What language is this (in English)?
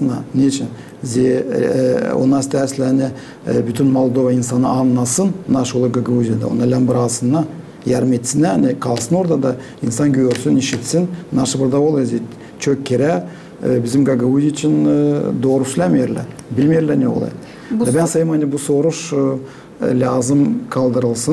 Gagauz